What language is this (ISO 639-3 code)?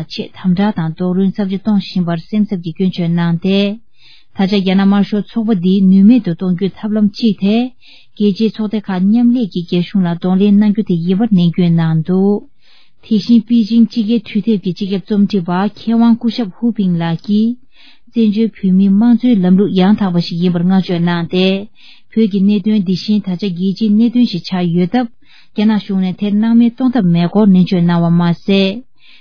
bod